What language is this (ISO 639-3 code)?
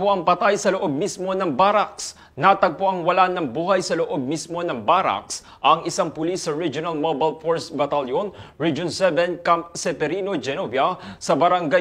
fil